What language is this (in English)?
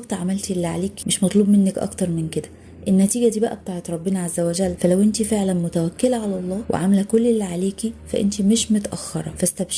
Egyptian Arabic